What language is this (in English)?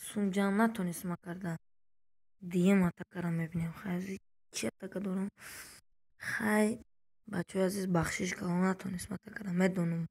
Tajik